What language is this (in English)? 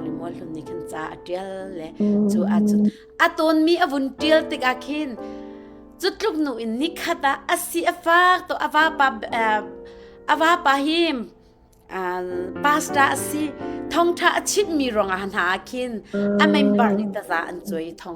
Hakha Chin